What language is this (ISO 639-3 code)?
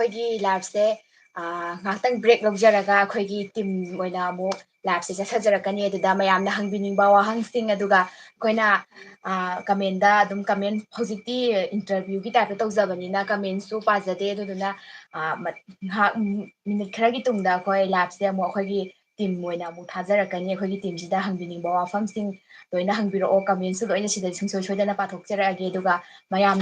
mni